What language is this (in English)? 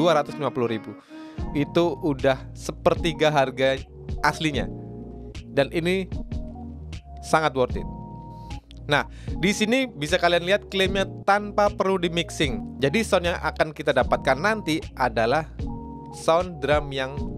Indonesian